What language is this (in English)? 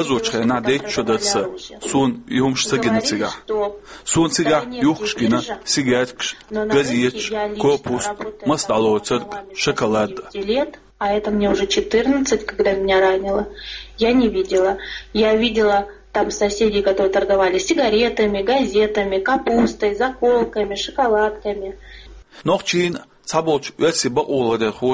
Chechen